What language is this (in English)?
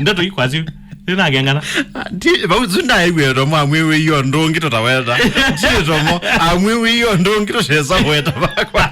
Kamba